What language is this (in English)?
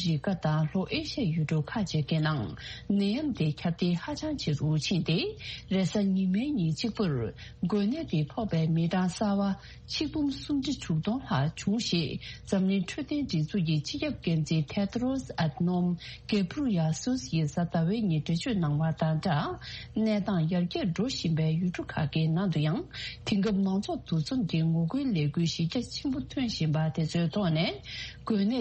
Tibetan